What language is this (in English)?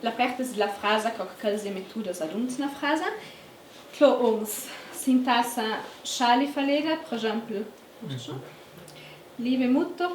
Ladin